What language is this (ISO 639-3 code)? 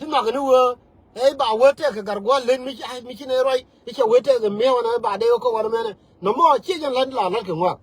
nus